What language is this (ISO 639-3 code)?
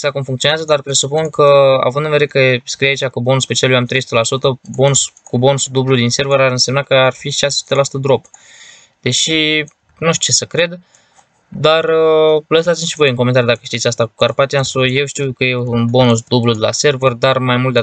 ron